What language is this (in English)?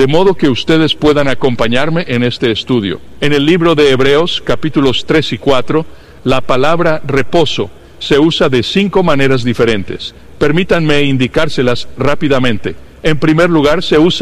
Spanish